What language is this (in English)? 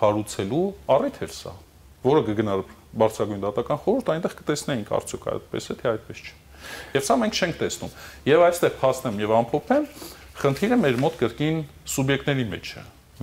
Armenian